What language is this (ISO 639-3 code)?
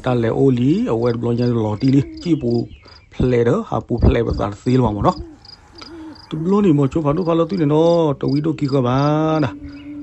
ksw